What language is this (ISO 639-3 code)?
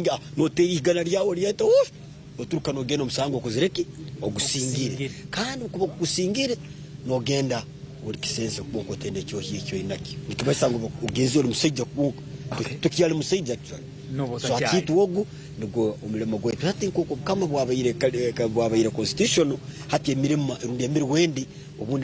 nyn